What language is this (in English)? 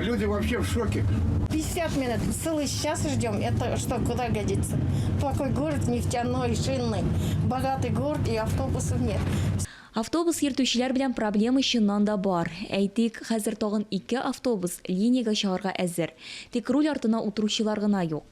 Tatar